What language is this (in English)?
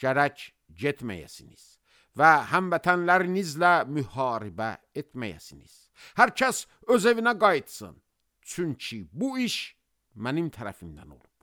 Azerbaijani